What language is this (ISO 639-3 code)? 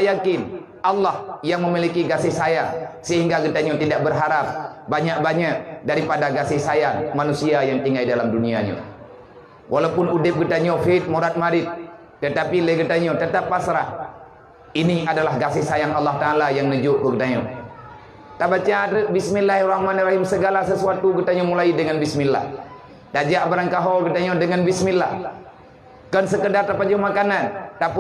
ace